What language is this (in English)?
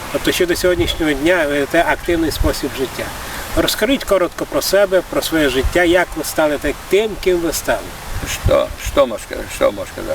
Rusyn